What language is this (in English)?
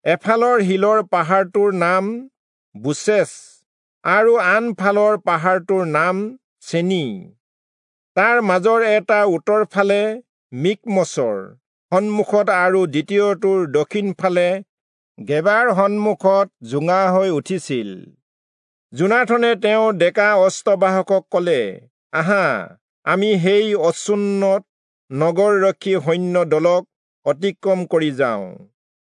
Assamese